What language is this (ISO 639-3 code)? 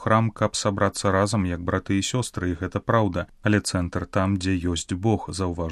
bel